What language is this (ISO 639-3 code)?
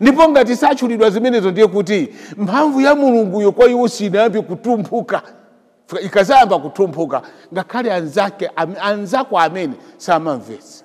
nya